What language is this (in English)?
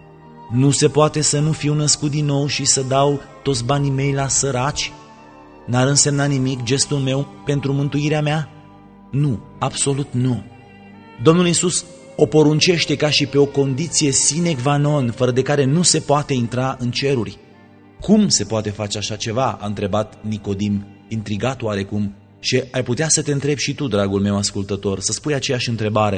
Romanian